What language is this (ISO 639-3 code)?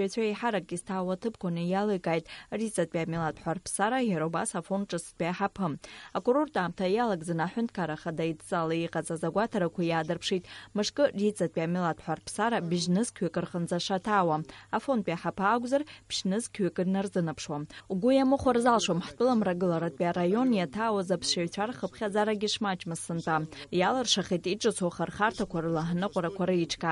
abk